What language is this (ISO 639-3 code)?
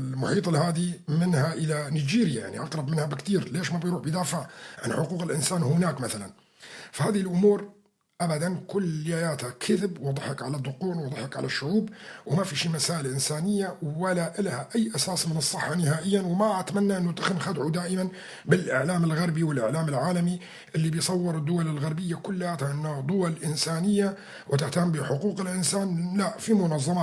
apc